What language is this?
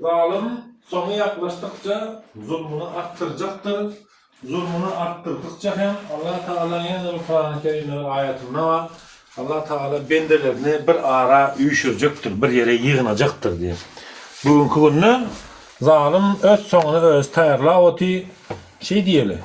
Turkmen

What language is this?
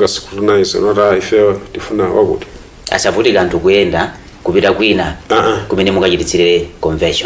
Nyanja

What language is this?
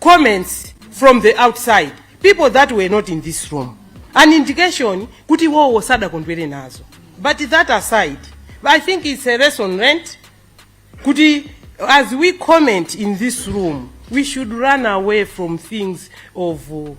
Nyanja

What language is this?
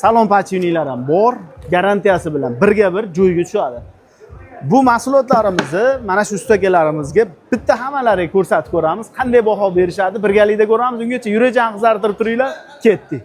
Uzbek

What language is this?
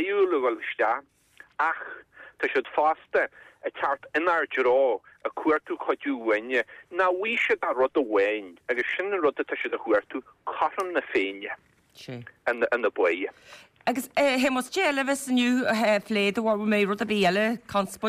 Irish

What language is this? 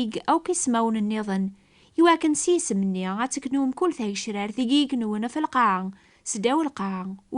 Kabyle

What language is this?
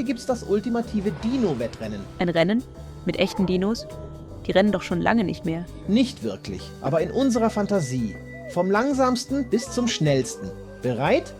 Swiss German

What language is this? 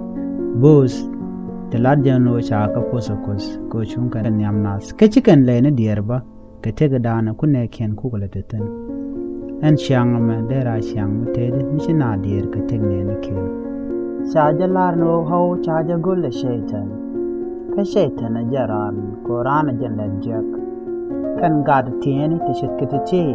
Nuer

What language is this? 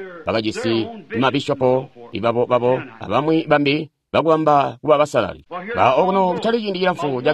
Tonga (Zambia)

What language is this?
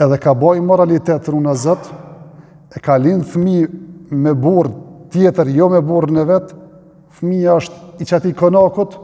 Albanian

